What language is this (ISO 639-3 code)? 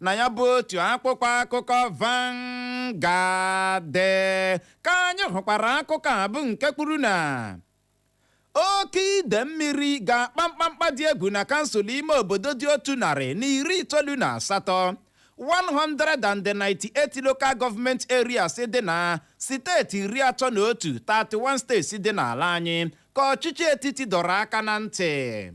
ibo